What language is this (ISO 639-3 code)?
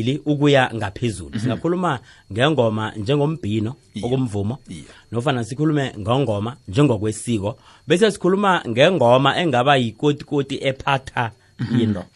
nbl